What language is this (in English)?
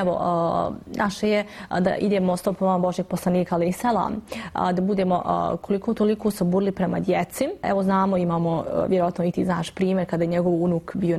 Bosnian